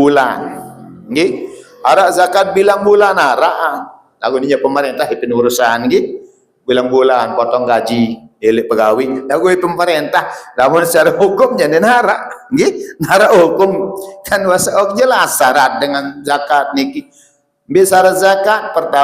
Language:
Sasak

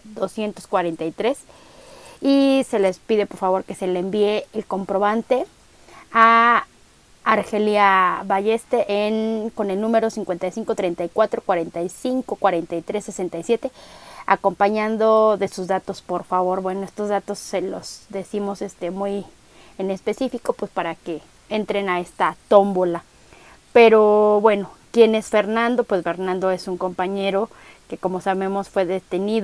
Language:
Spanish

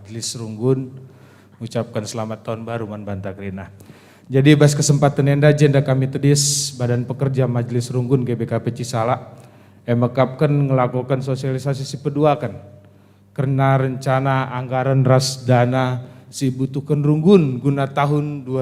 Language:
Batak Karo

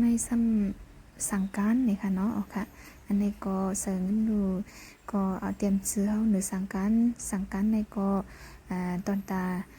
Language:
Shan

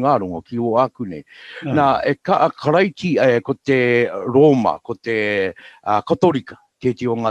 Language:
Māori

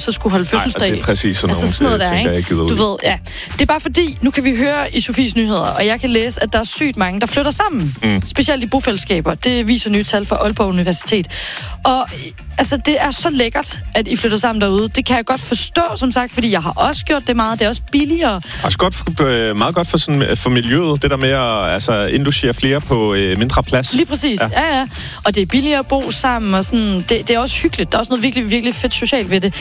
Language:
Danish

